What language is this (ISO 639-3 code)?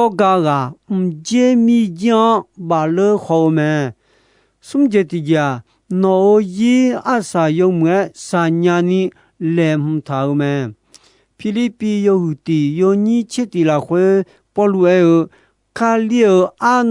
ahk